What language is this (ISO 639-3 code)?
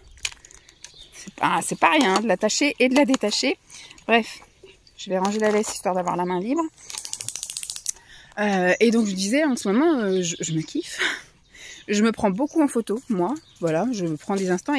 fra